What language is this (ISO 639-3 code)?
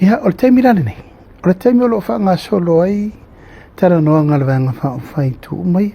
smo